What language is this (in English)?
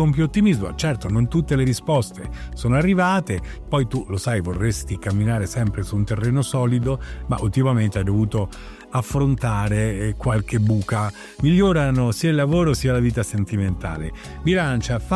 Italian